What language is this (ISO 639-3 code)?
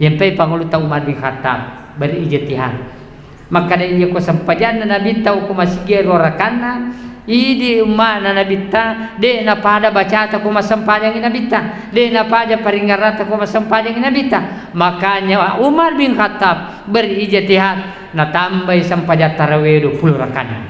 bug